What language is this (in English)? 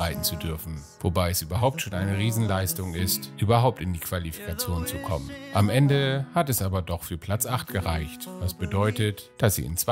German